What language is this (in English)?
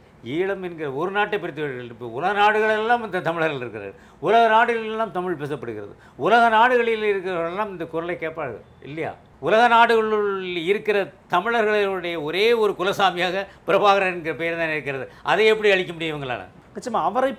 Tamil